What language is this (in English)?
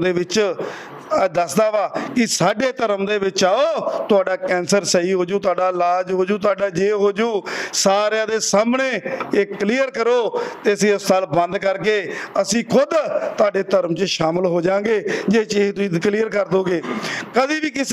Punjabi